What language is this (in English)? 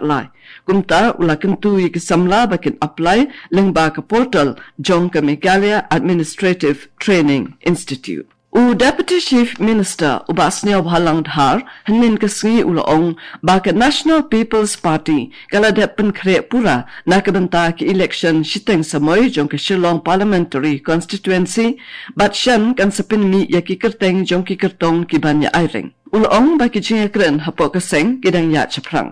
Khasi